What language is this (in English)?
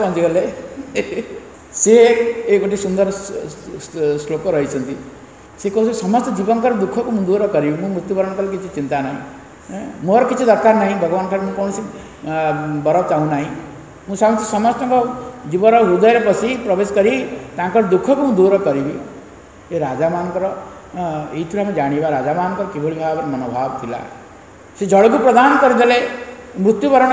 Odia